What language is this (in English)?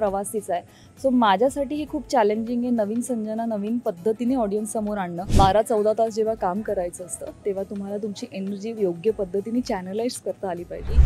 Marathi